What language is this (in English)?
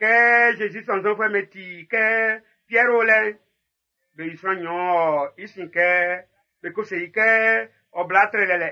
Baoulé